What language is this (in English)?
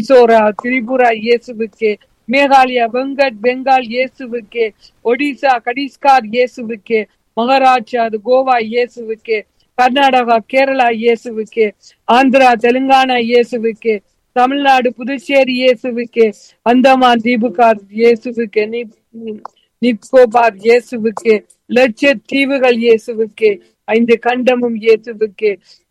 Tamil